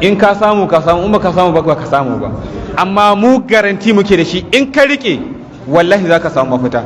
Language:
Hausa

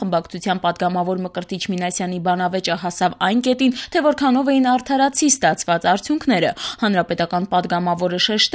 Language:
Armenian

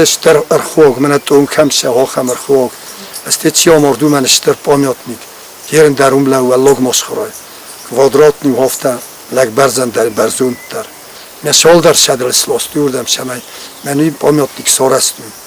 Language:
Ossetic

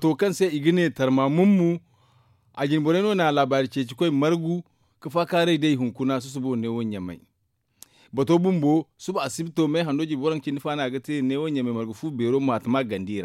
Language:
Zarma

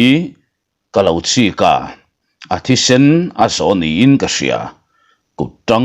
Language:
Mizo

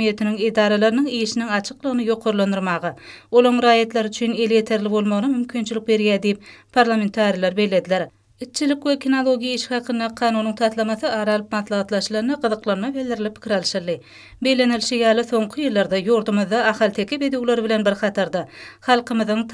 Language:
Turkmen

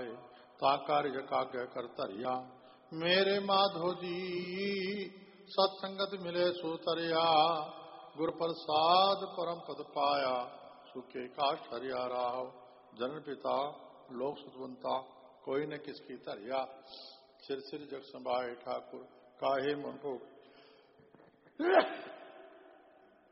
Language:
Punjabi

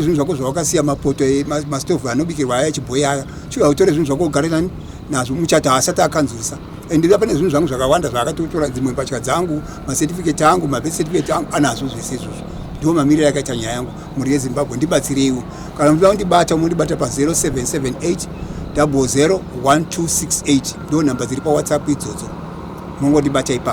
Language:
Shona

